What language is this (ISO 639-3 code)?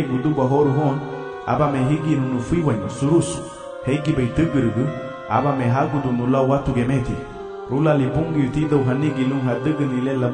cab